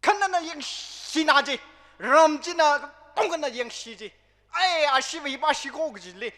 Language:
Tangkhul Naga (India)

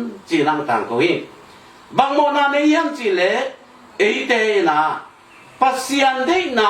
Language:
Tedim Chin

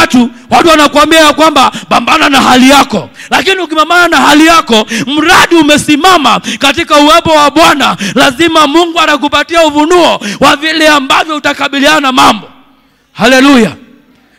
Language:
Swahili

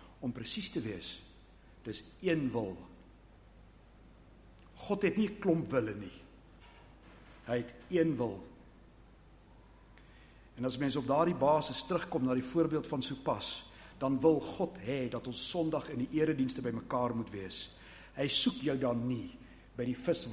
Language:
Afrikaans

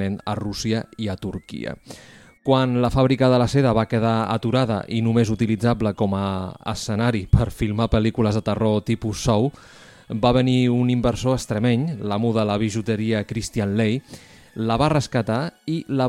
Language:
Catalan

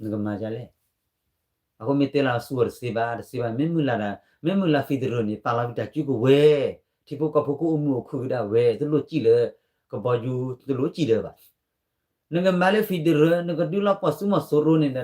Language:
S'gaw Karen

